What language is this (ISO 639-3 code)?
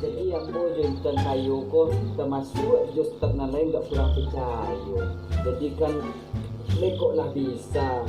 min